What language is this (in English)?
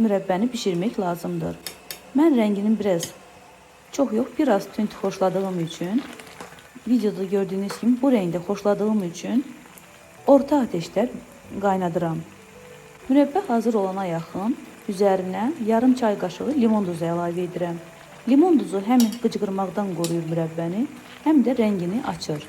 Azerbaijani